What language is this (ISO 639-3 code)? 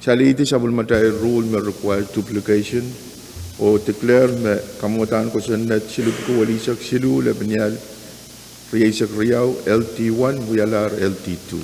pon